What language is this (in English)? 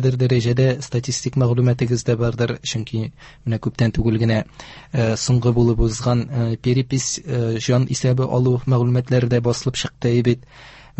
Tatar